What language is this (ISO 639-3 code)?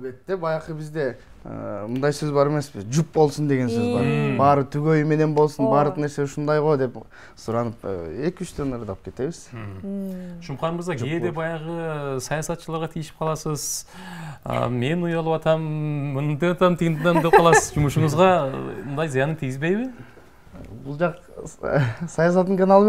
kir